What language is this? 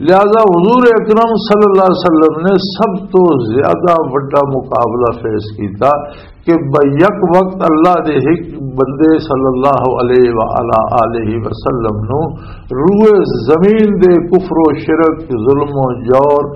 Western Panjabi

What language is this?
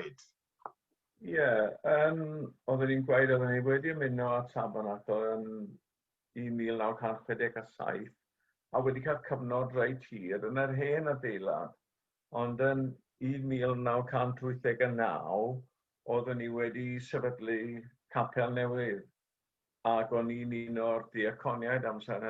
Welsh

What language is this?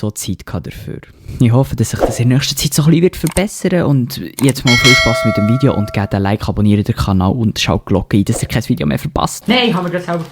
Swiss German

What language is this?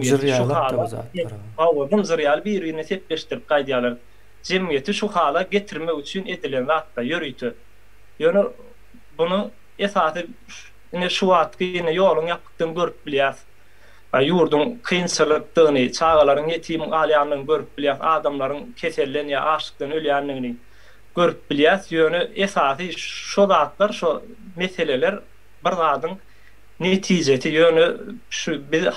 Turkmen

